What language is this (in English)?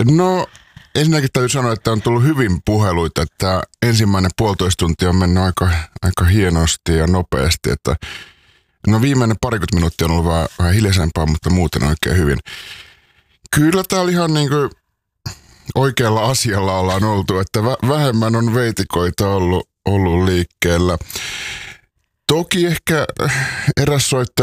Finnish